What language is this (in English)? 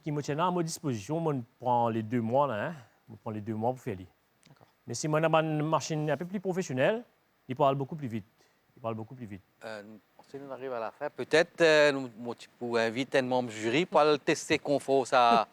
Morisyen